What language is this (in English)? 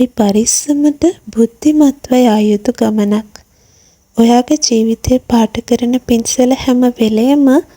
Sinhala